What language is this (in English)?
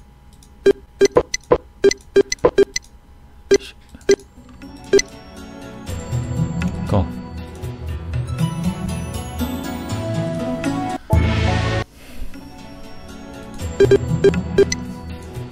Chinese